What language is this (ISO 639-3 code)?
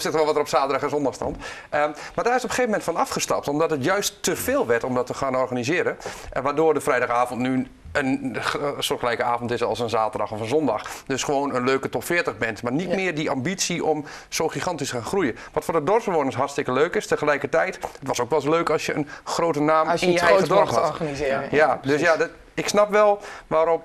nld